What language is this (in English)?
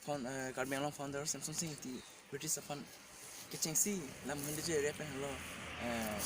Karbi